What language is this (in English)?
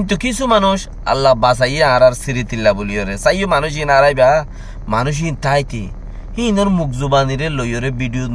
Rohingya